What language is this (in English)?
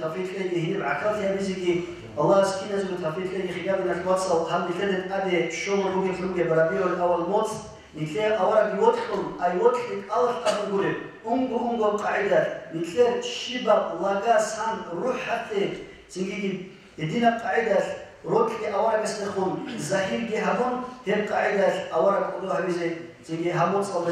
Avaric